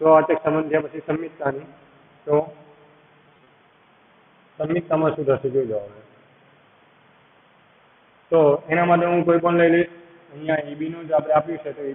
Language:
Gujarati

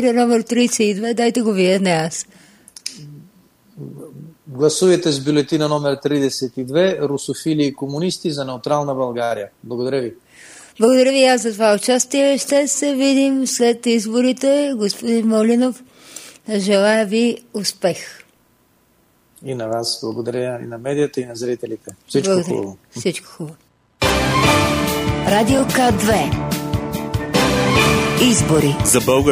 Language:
Bulgarian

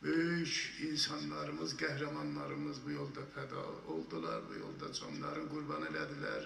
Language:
South Azerbaijani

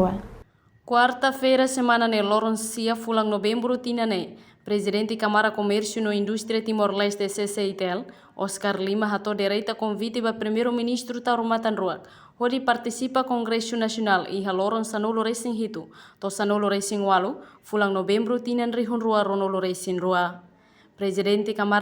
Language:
Tetum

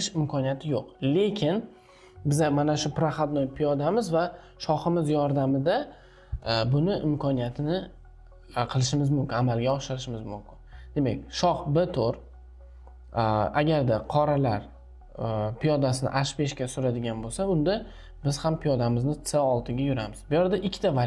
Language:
Uzbek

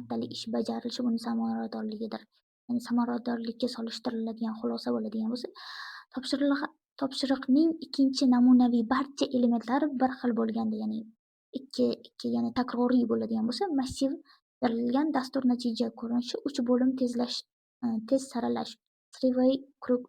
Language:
Uzbek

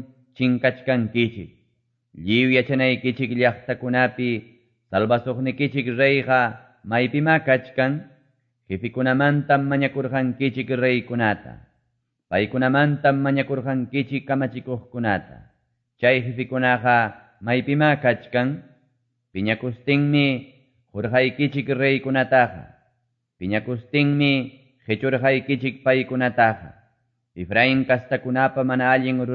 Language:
Quechua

